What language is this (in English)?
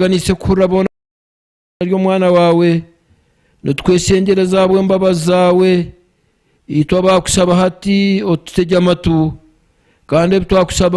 Nyankole